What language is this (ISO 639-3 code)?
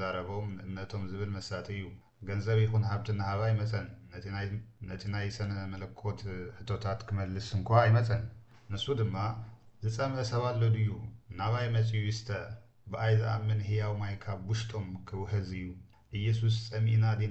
tir